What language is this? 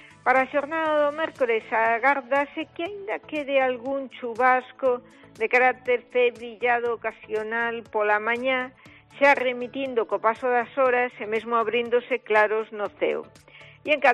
Galician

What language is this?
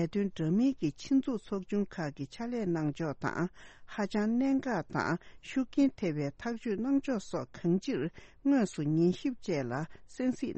Tibetan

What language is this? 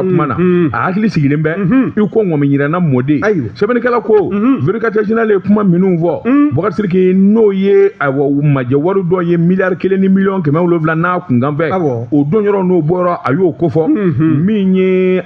Bambara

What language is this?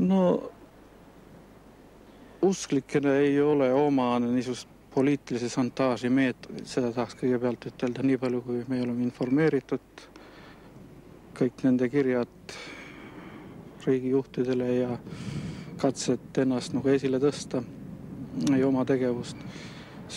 Estonian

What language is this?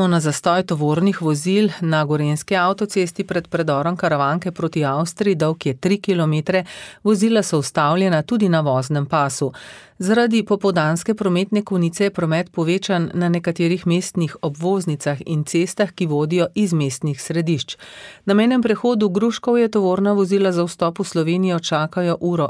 Slovenian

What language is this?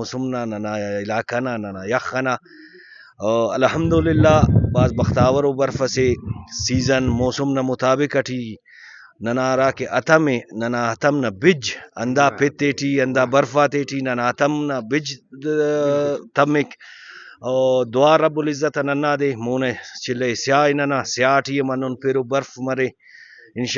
Brahui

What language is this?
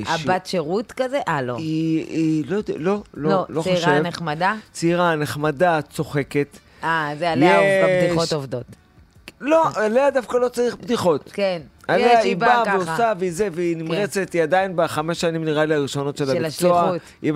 Hebrew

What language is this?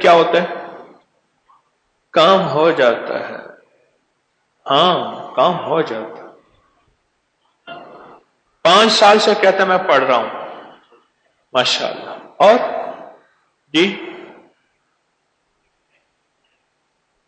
Urdu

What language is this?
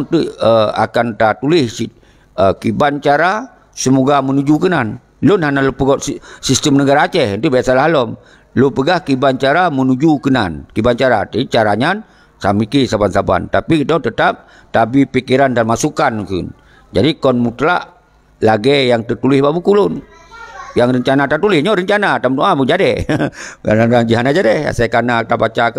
Achinese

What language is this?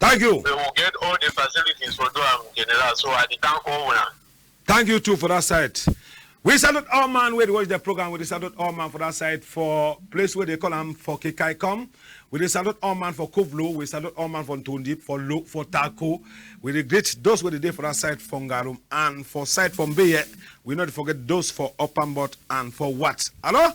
Cameroon Pidgin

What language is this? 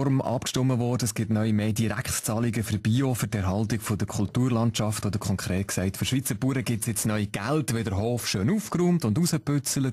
Swiss German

